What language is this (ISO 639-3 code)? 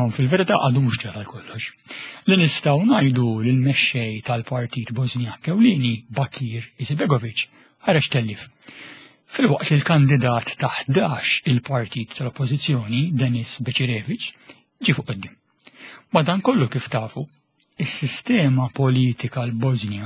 mlt